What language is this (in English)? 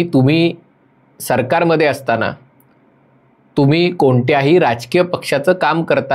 Marathi